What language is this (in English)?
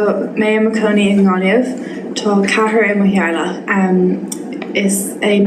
Irish